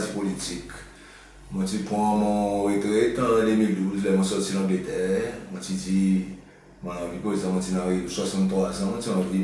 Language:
Seselwa Creole French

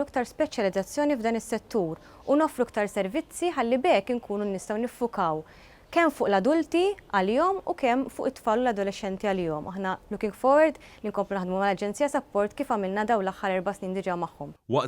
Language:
Maltese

